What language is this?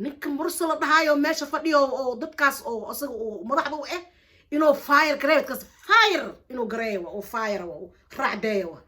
Somali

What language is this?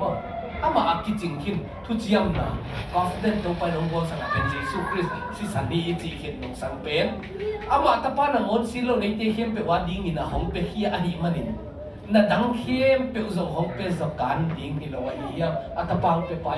Tedim Chin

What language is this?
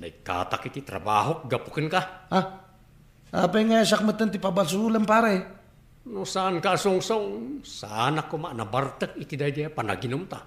Iloko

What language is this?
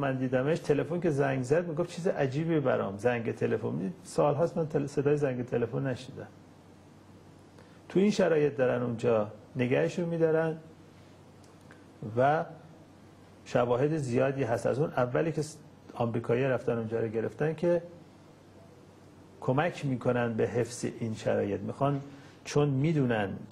Persian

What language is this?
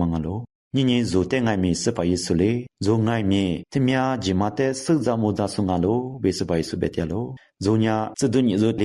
Lisu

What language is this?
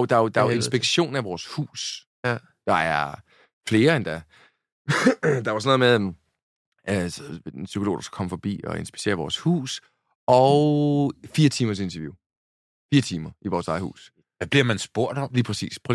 Danish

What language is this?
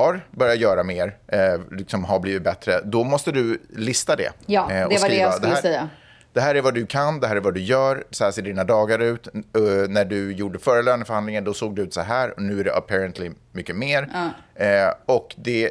Swedish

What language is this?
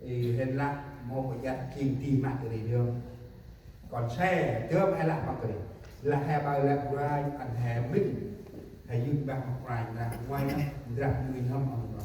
Central Mnong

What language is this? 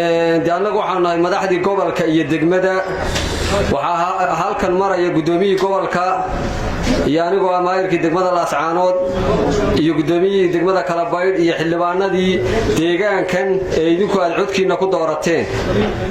Somali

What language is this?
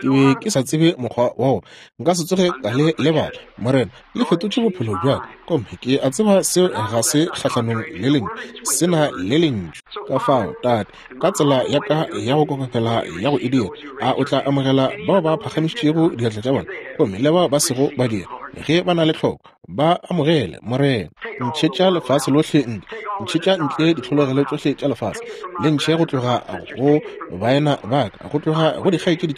Northern Sotho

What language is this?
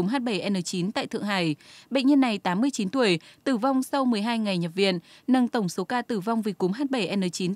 Vietnamese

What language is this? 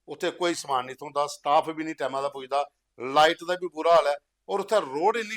Dogri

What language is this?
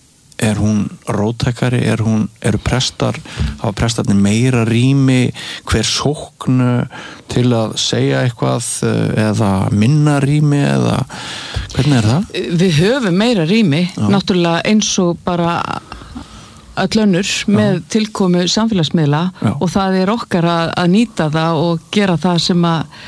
Icelandic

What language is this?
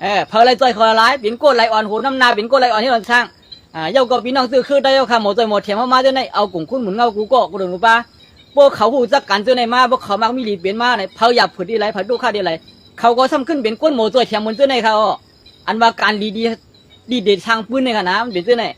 Shan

